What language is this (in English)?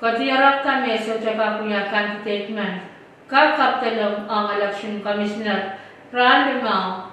Pohnpeian